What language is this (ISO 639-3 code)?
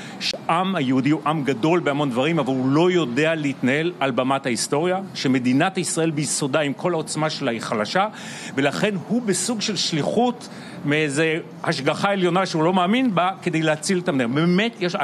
heb